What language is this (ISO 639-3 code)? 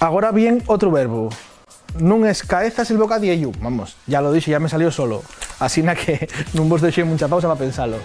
ast